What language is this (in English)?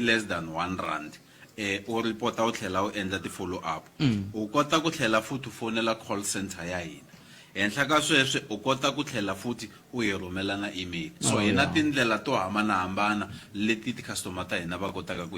Tsonga